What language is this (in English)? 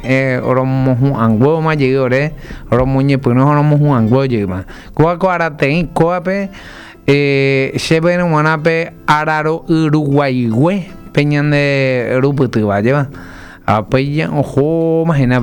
Guarani